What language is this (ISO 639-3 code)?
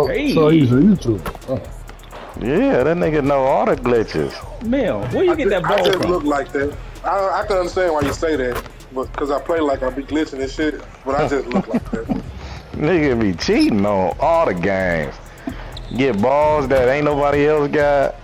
eng